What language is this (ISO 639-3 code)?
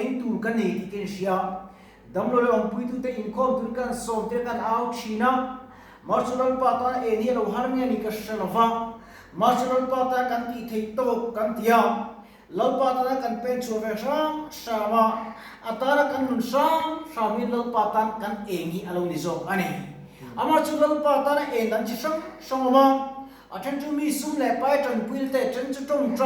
lus